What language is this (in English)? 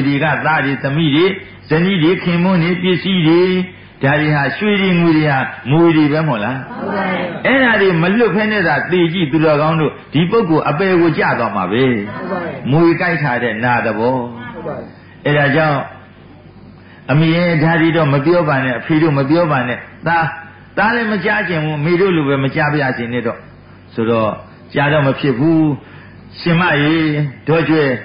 Burmese